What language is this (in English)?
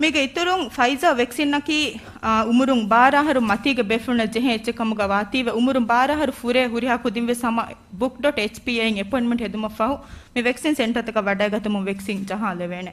Divehi